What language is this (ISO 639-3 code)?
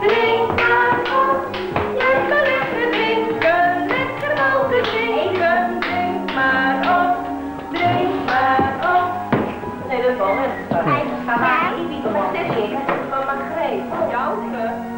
fry